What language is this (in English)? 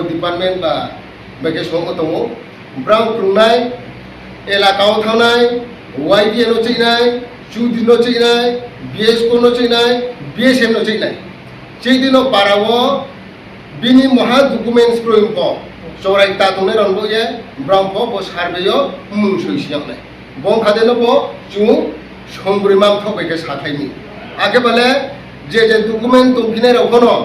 Riang (India)